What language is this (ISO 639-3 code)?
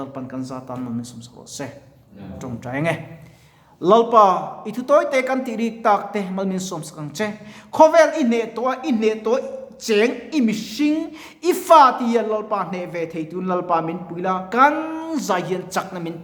lus